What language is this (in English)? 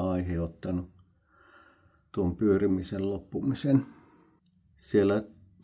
Finnish